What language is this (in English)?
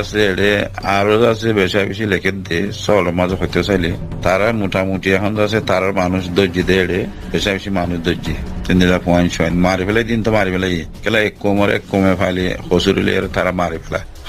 Rohingya